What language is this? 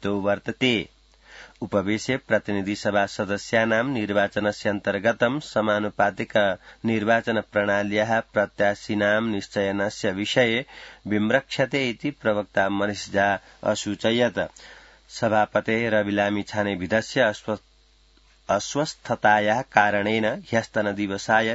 Sanskrit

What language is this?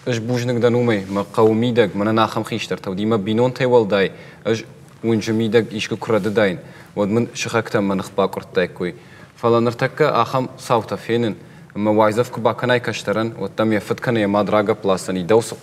Ossetic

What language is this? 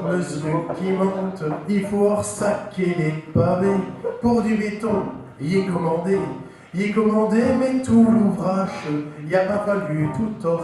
Picard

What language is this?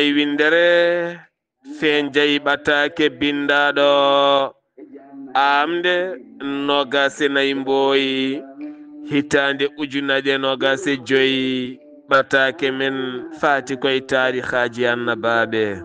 Fula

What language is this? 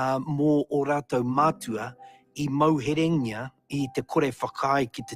Māori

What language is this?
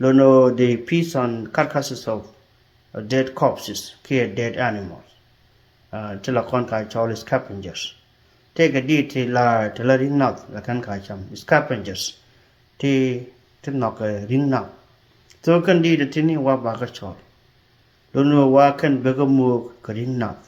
Nuer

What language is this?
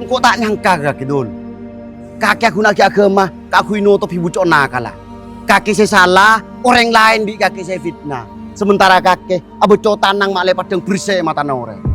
Madurese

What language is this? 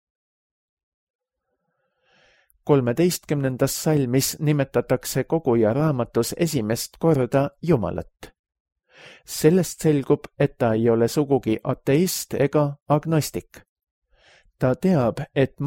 Estonian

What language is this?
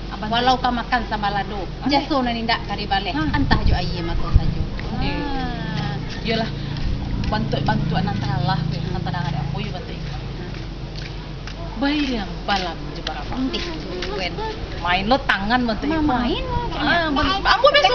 Minangkabau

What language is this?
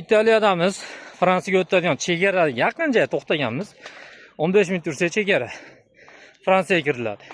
Uzbek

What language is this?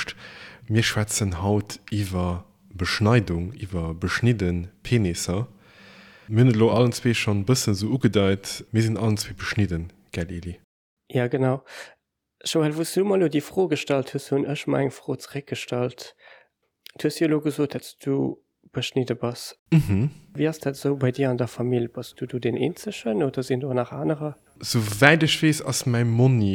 Luxembourgish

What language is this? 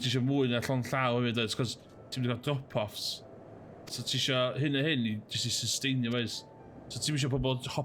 Welsh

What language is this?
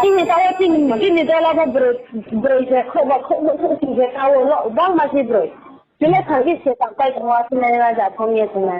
Riang (India)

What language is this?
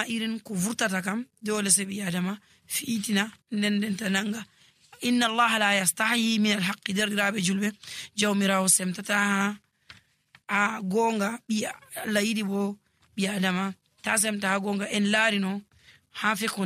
Nigerian Fulfulde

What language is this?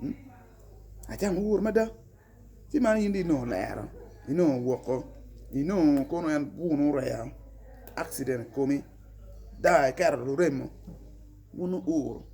Acoli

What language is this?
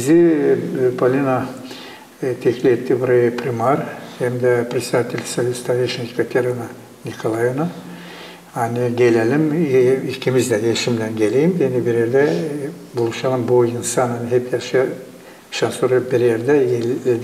Gagauz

